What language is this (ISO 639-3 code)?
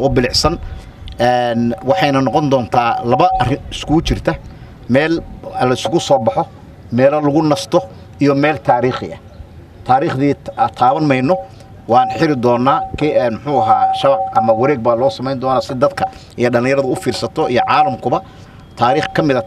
som